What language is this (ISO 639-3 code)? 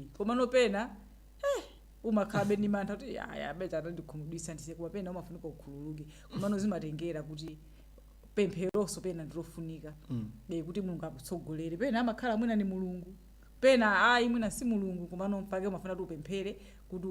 nya